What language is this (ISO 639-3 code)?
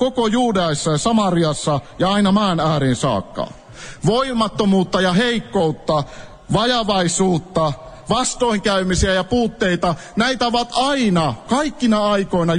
fin